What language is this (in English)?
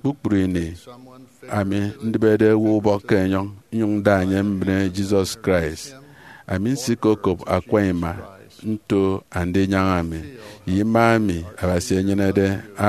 Efik